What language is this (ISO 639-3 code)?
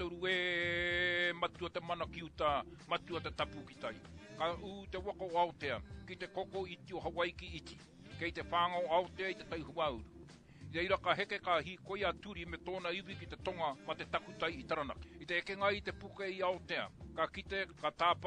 mri